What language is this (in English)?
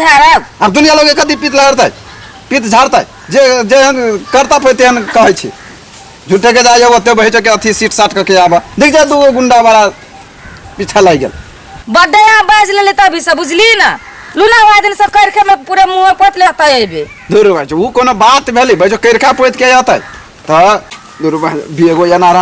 Maithili